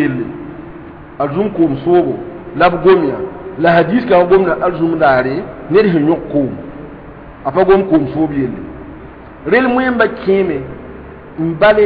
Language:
Mossi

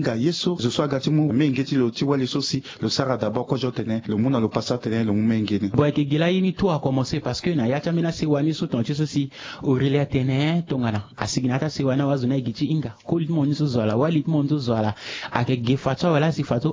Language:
Sango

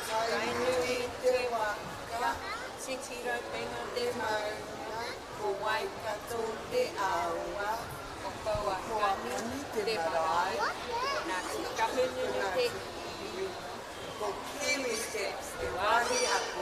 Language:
Māori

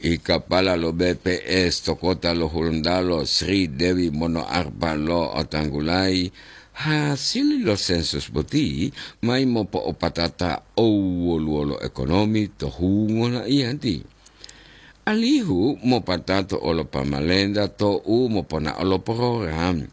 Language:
Gorontalo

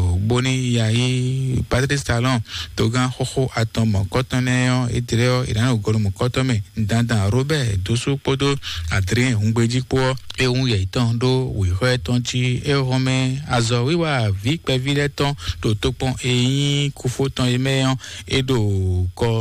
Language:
Fon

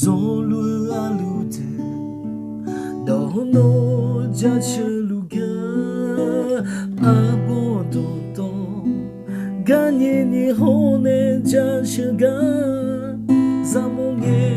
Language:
Akha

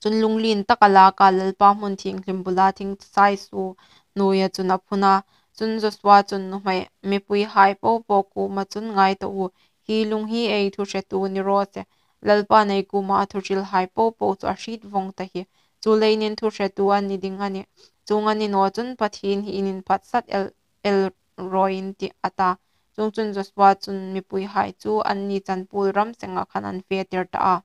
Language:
Hmar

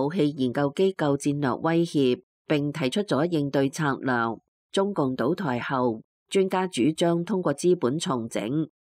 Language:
Cantonese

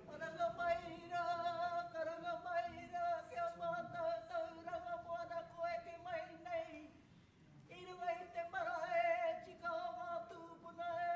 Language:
Māori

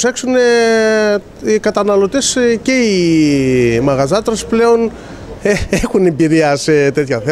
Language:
Greek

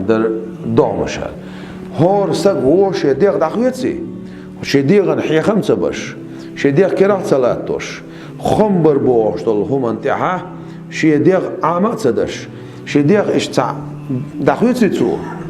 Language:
Chechen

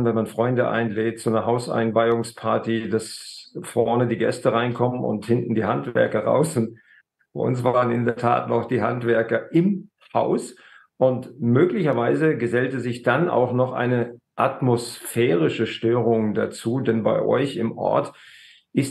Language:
German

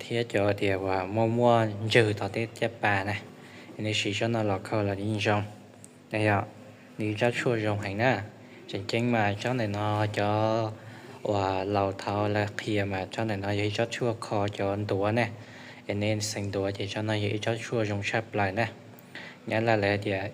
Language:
Hmong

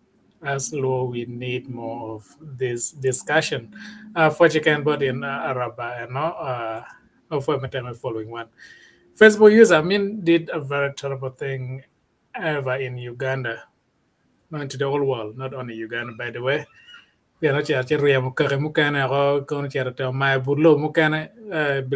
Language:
Acoli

